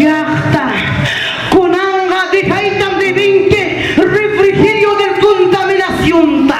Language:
Ayacucho Quechua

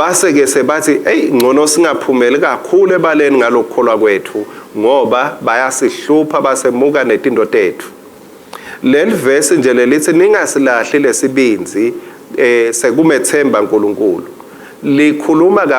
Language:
Swati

